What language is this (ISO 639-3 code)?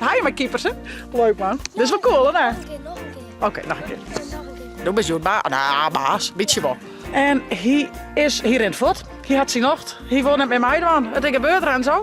fry